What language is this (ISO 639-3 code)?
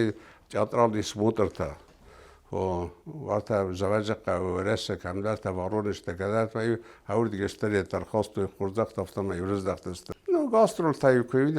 oss